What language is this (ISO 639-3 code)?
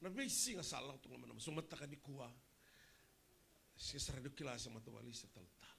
fij